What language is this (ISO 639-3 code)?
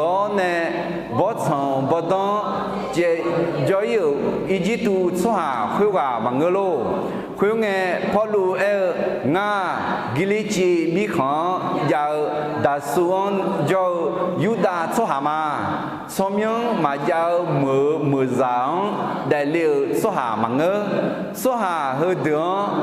ahk